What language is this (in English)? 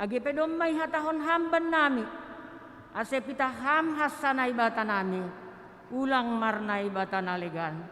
Batak Simalungun